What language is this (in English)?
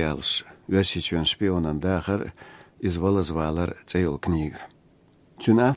Chechen